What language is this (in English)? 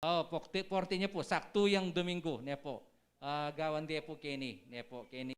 Pampanga